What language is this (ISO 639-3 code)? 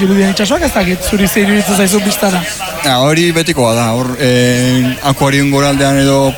eus